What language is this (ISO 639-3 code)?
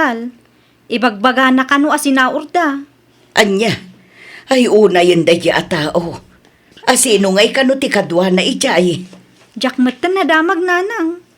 ilo